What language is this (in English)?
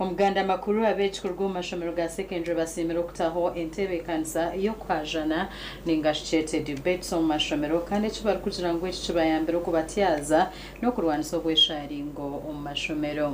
Nyankole